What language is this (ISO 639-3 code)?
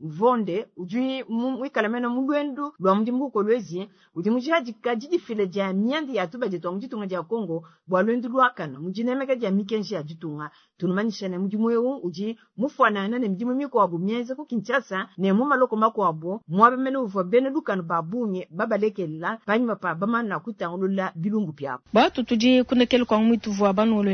lua